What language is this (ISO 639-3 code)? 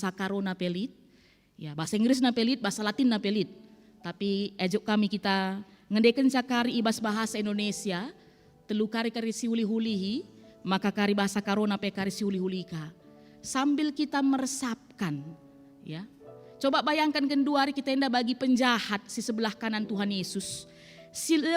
btx